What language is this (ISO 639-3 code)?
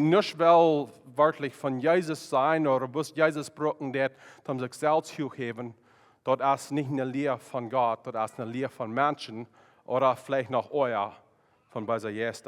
pdt